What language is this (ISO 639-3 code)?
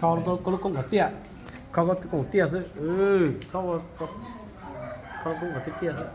hmn